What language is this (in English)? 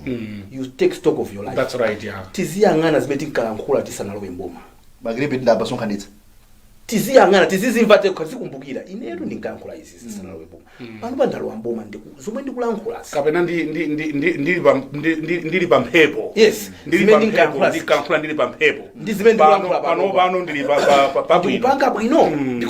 Nyanja